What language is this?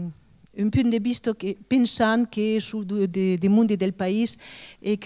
Occitan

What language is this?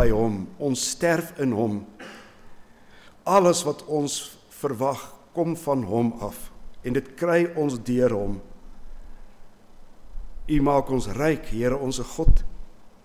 Afrikaans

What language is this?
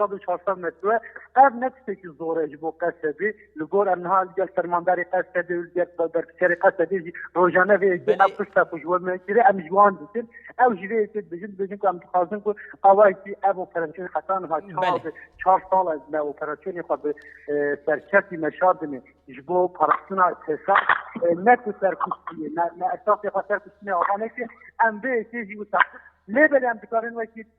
Kurdish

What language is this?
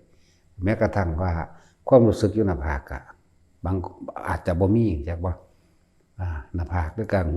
Northeastern Thai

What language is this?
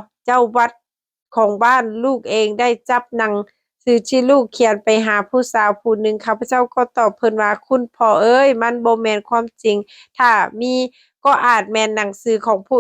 Lao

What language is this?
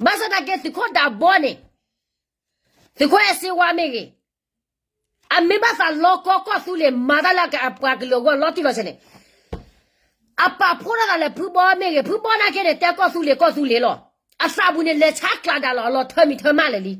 S'gaw Karen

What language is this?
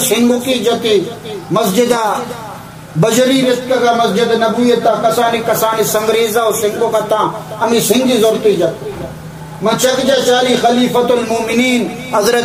Baluchi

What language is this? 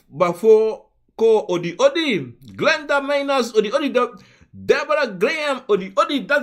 Sranan Tongo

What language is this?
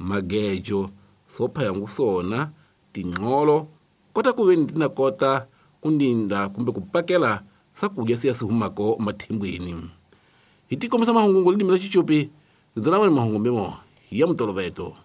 Tsonga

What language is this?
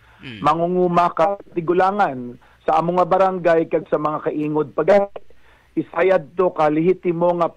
Hiligaynon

